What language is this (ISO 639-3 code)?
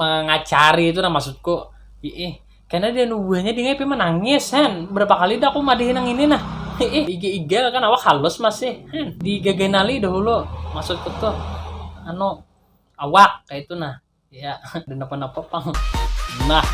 bjn